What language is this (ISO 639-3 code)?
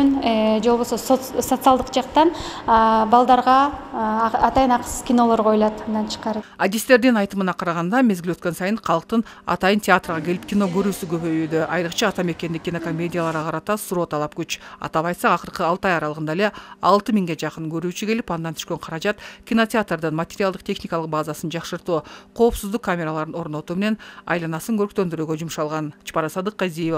kir